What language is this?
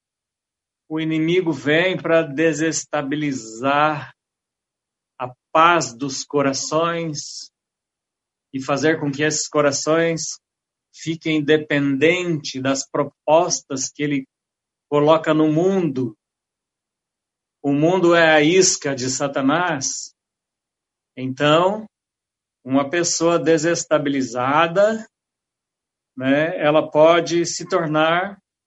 Portuguese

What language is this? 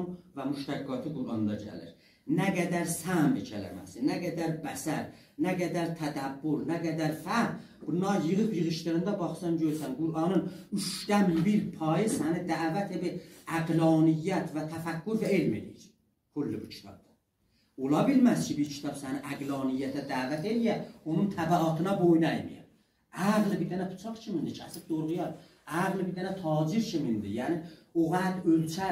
South Azerbaijani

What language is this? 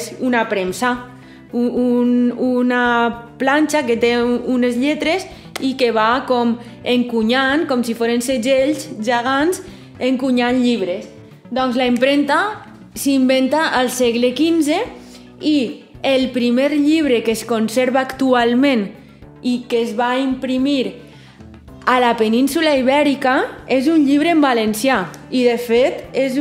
Catalan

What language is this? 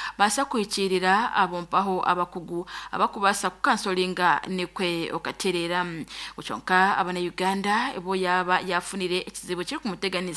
Nyankole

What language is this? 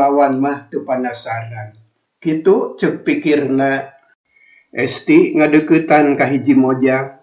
Sundanese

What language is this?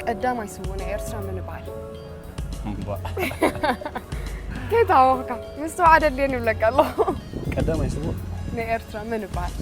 Tigrinya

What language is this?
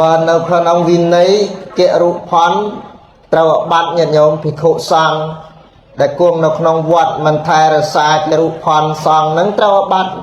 Khmer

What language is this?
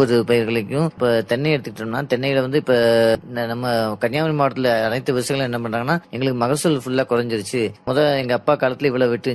Tamil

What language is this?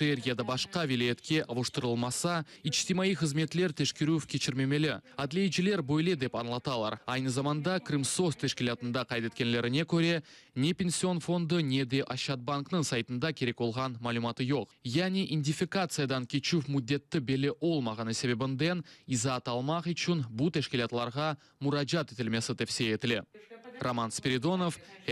Crimean Tatar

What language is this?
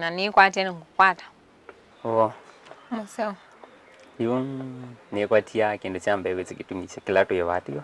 Kamba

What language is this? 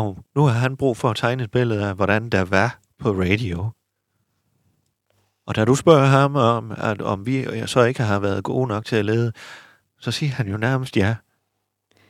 Danish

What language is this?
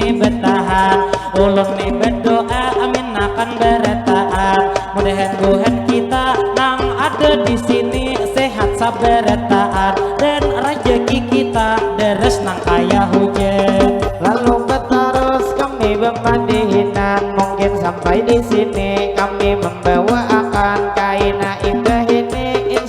Banjar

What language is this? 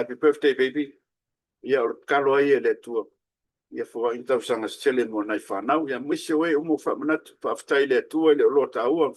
Samoan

